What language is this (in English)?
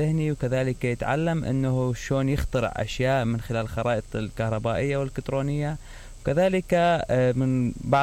Mesopotamian Arabic